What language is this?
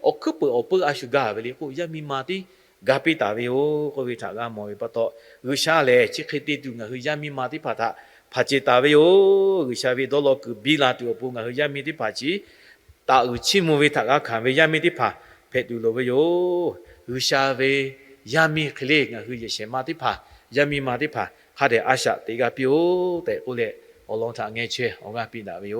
Lahu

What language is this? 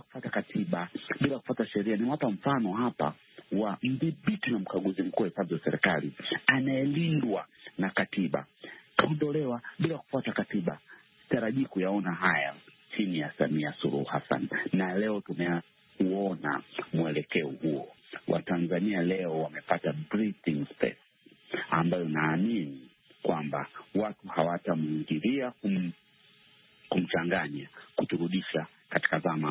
Swahili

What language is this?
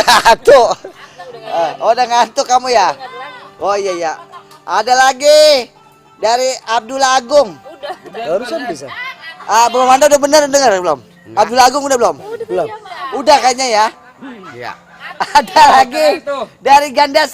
Betawi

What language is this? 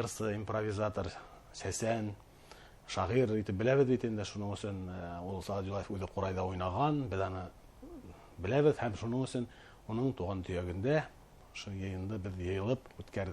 Bashkir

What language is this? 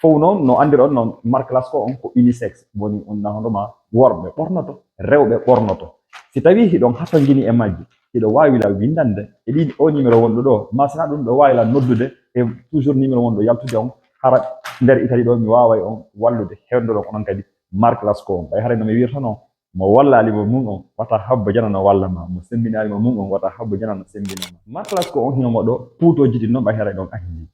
Fula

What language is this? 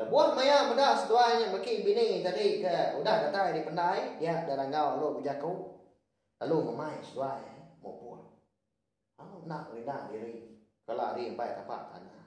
Iban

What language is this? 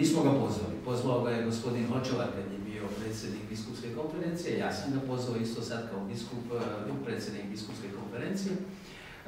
Serbian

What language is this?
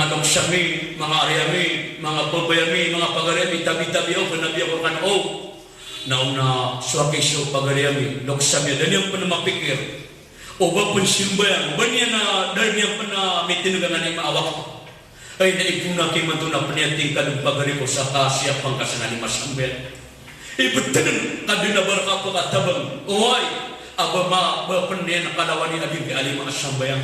Maranao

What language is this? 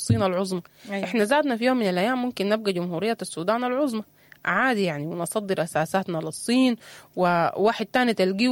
Sudanese Arabic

